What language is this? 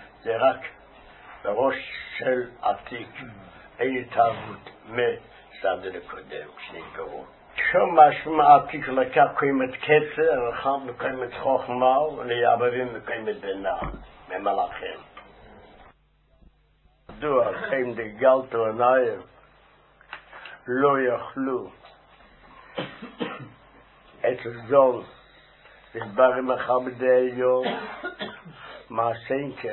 Hebrew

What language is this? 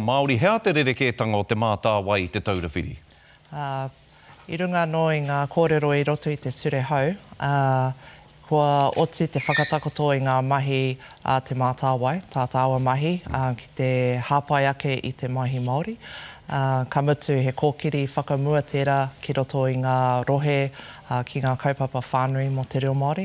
Māori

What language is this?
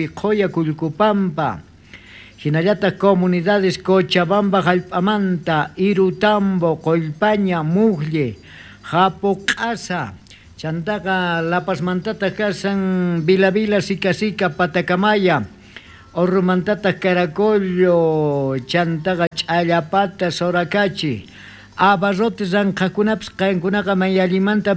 South Bolivian Quechua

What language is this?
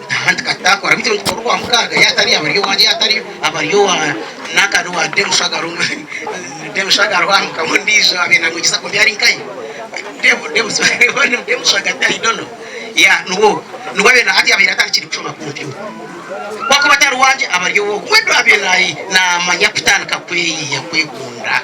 Nyankole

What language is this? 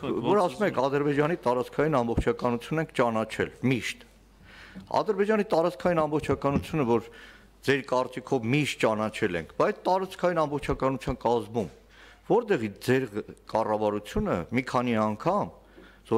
Armenian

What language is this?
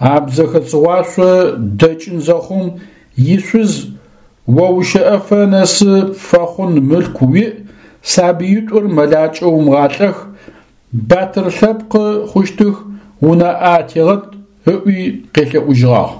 Adyghe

